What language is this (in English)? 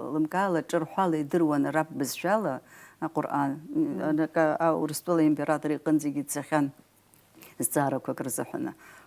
Abkhazian